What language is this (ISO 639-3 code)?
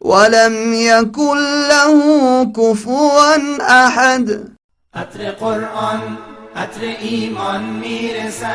fas